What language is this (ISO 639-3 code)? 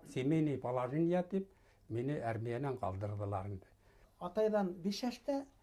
bak